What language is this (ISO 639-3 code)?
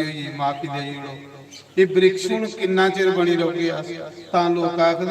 doi